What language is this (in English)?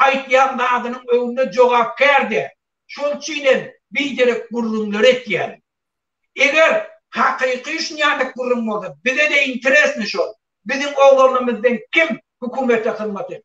Turkmen